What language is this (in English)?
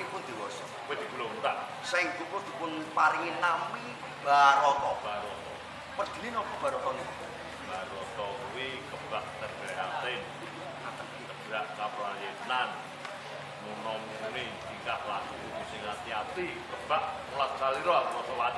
Javanese